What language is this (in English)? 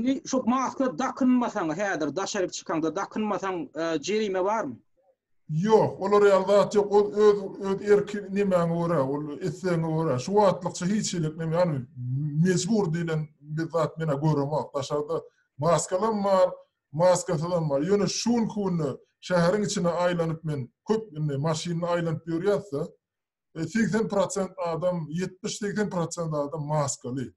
Turkmen